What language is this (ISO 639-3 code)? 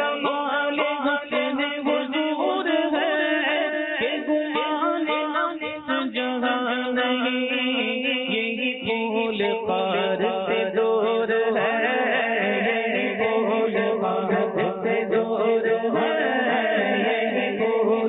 urd